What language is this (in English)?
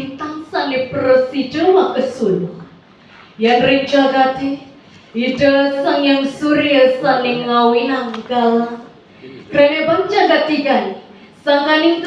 Balinese